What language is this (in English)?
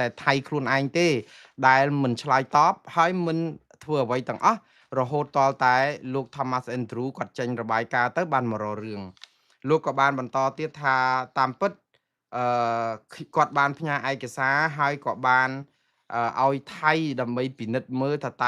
Khmer